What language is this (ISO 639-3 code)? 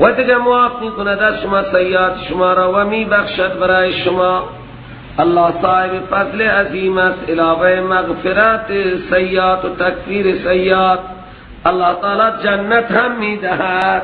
fas